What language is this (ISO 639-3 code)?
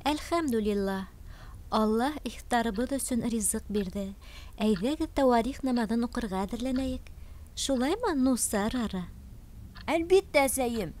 bak